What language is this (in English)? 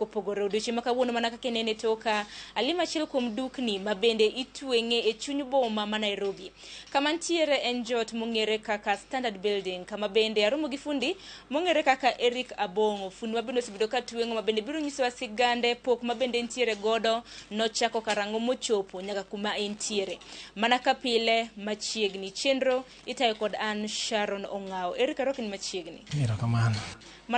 Luo (Kenya and Tanzania)